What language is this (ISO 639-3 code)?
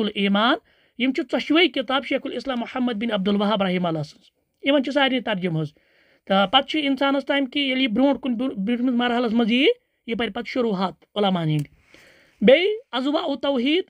kas